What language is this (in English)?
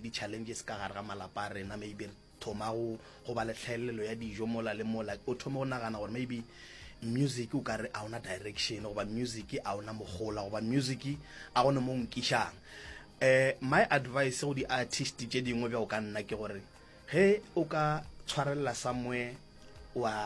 Northern Sotho